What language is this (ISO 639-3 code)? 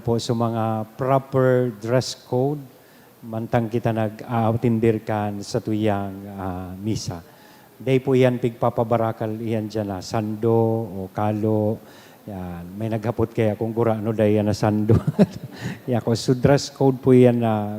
bik